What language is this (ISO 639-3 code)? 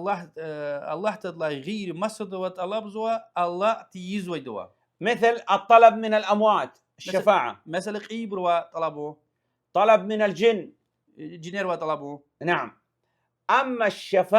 lez